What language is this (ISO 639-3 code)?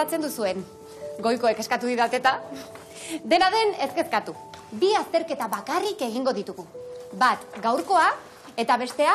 eus